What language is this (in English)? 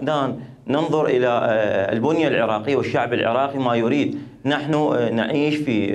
Mesopotamian Arabic